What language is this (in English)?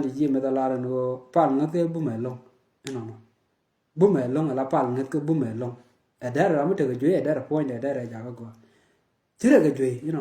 Nuer